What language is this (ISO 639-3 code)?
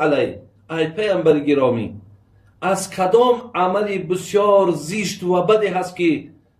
tgk